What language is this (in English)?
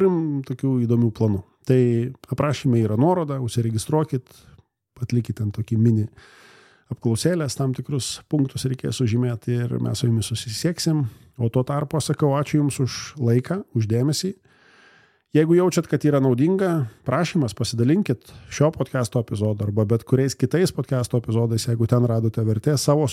Lithuanian